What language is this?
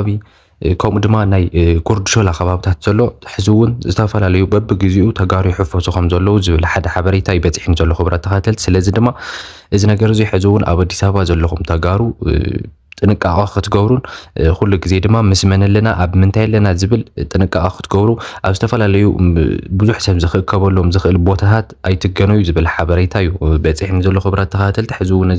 Tigrinya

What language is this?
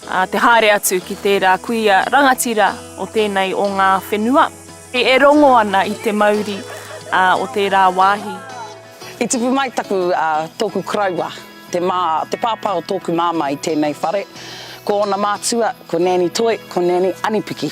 Māori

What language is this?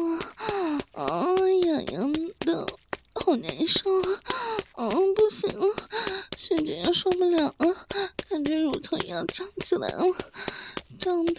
Chinese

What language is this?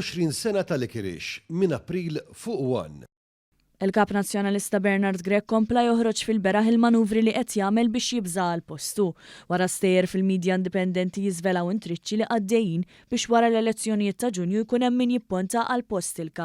Maltese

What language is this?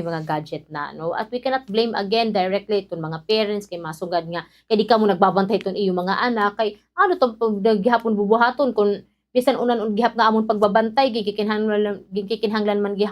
Waray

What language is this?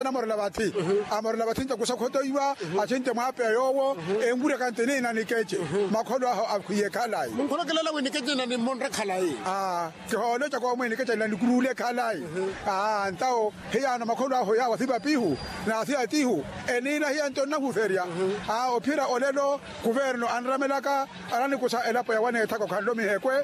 Makhuwa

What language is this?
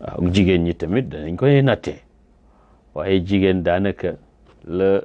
Wolof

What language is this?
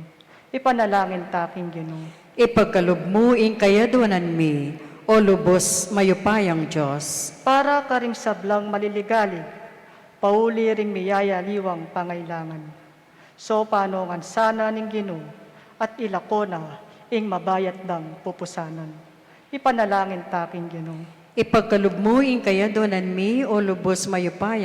Pampanga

